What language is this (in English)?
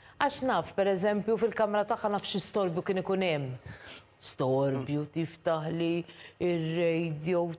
Maltese